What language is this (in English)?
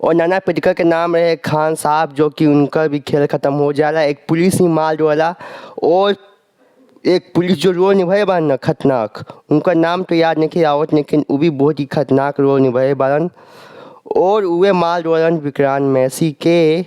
Bhojpuri